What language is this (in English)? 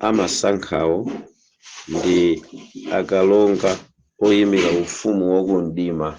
Nyanja